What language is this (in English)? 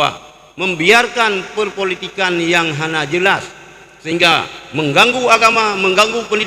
Achinese